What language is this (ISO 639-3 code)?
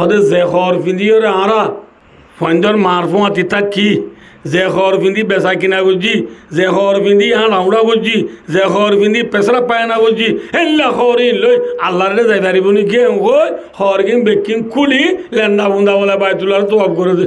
rhg